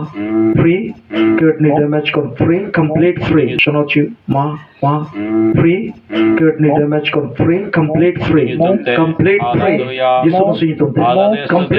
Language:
Santali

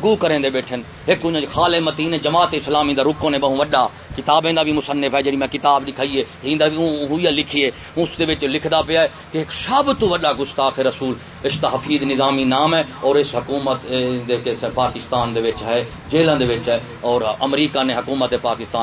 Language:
Saraiki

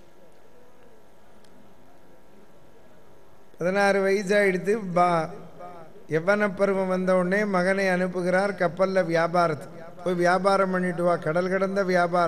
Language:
Tamil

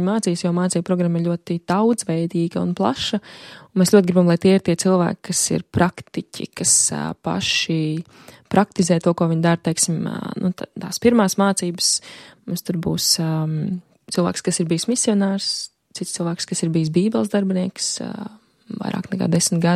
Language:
Latvian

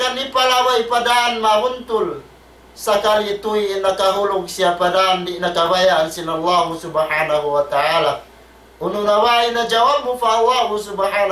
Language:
Tausug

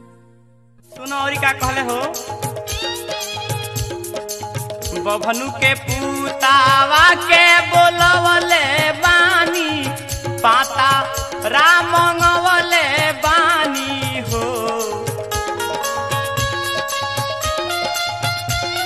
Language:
Bhojpuri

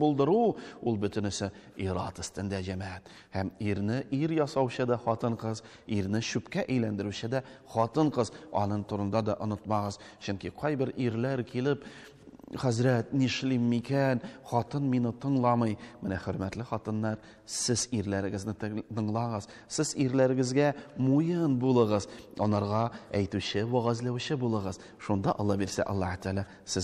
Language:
Tatar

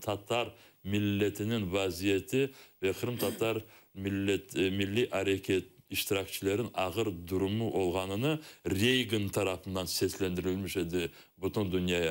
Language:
Crimean Tatar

